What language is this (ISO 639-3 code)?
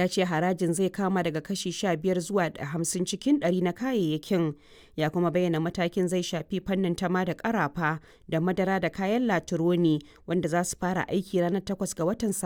hau